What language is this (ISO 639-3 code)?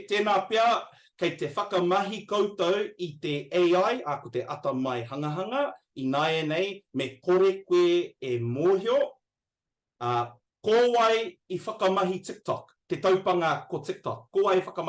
mri